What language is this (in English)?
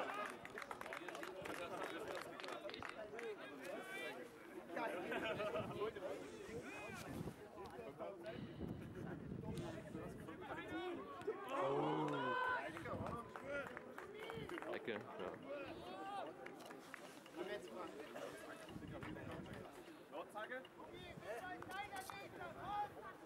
German